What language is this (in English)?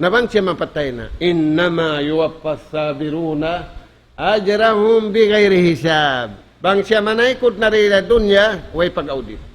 Tausug